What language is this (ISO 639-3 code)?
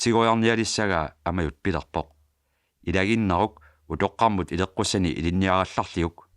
kal